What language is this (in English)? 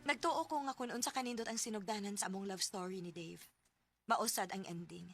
Cebuano